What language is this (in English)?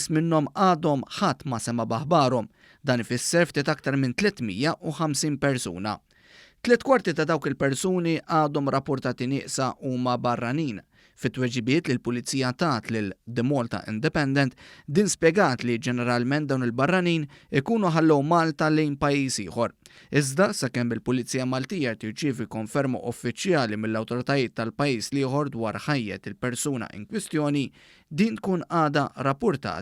Maltese